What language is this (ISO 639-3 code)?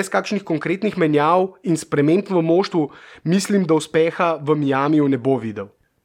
slv